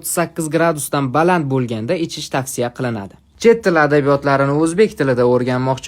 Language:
Uzbek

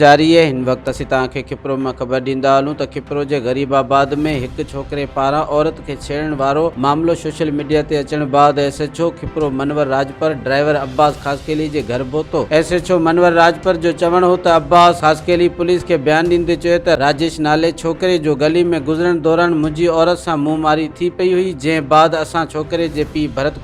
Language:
Sindhi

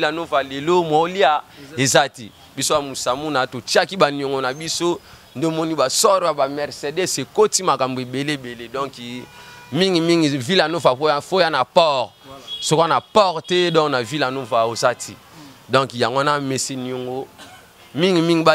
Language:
Lingala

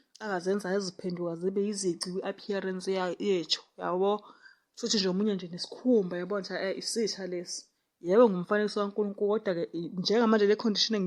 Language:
Zulu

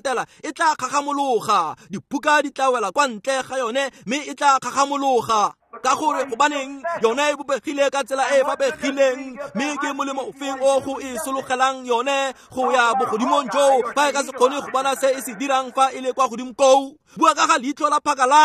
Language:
Tswana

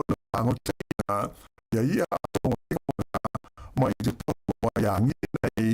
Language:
Samoan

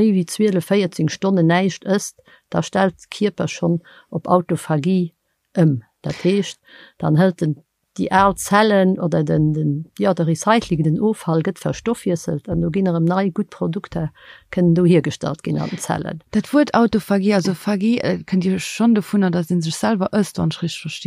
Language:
Luxembourgish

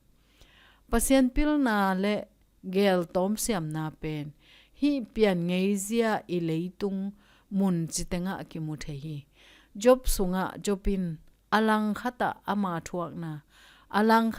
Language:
Tedim Chin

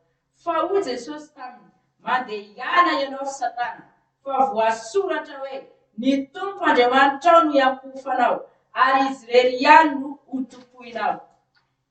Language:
Malagasy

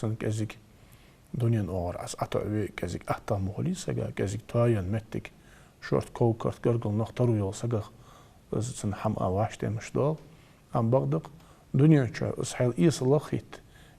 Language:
Ingush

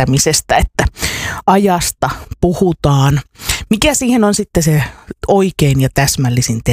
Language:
Finnish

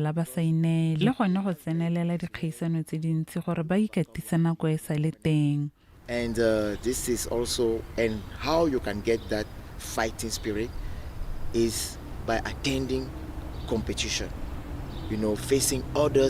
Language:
Tswana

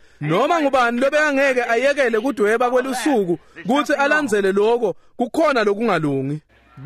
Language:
Swati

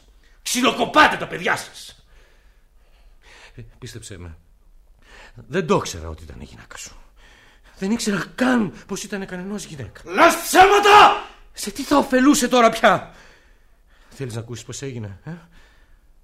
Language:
Greek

